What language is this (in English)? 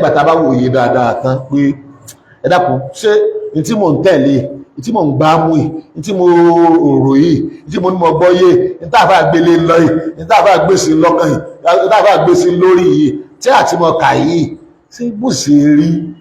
Yoruba